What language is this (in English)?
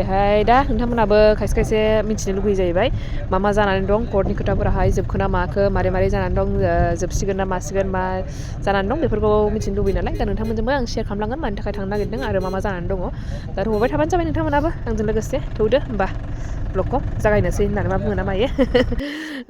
Bodo